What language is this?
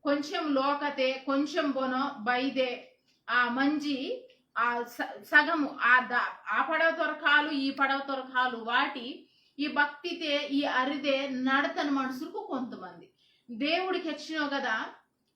Koya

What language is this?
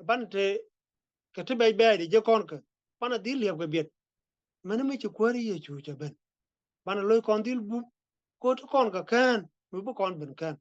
Nuer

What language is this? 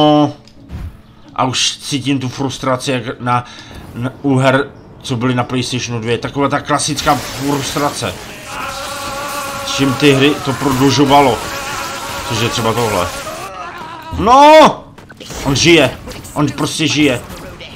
Czech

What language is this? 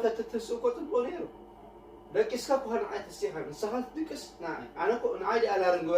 Tigrinya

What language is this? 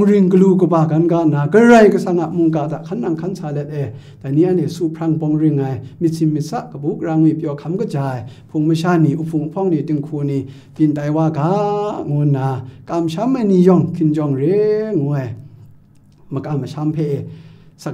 Kachin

